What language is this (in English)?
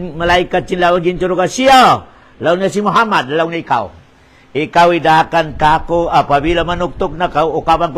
Tausug